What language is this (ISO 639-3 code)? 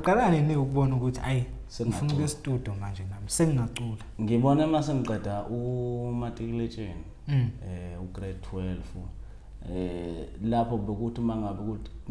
zul